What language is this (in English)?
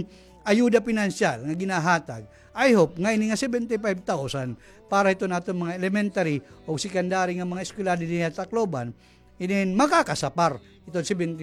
Waray